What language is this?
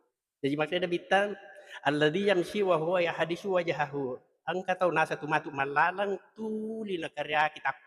Buginese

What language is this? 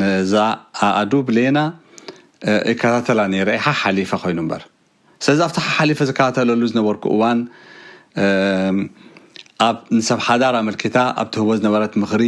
Tigrinya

